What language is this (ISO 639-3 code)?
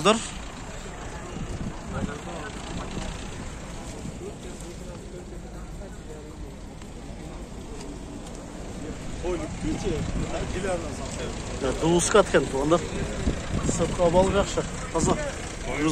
kir